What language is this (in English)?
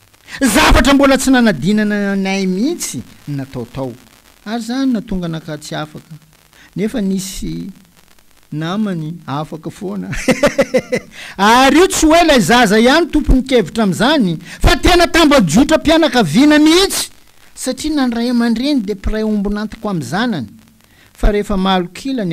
Malagasy